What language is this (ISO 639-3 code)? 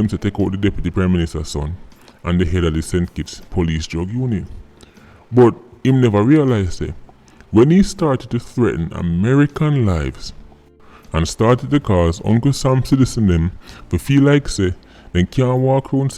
jam